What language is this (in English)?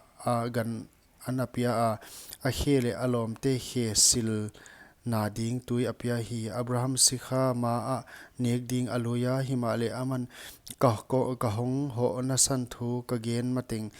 Paite Chin